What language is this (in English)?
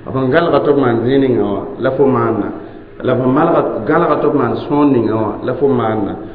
Mossi